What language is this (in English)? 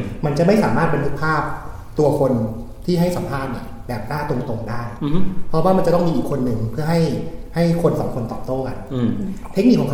Thai